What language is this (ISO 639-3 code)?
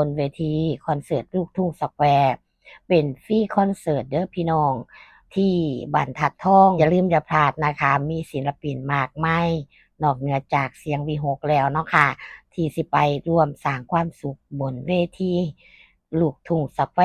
tts